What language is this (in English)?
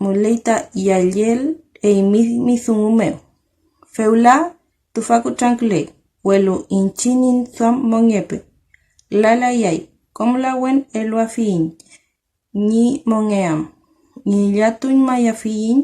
Mapuche